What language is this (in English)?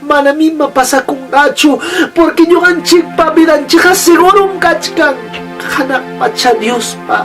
Ayacucho Quechua